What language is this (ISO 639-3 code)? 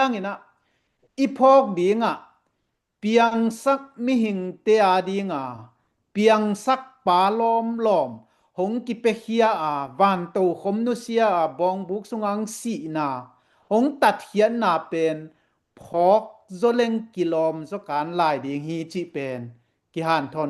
ctd